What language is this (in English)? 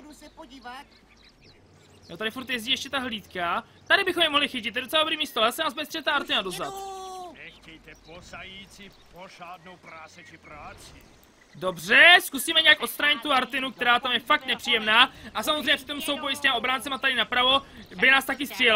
Czech